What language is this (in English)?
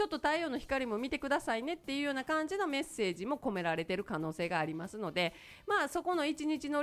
Japanese